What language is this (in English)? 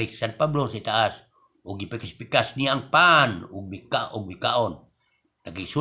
Cebuano